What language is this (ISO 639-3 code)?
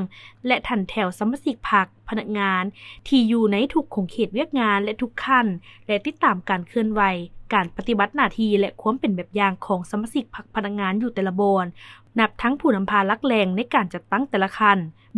lao